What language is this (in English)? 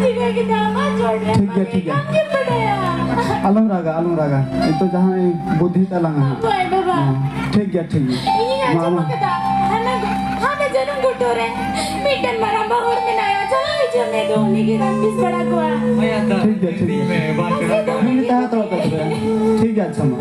Santali